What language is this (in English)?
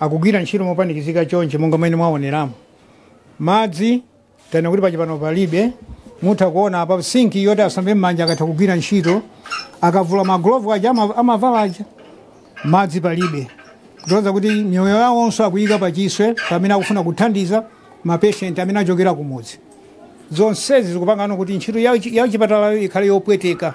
Nyanja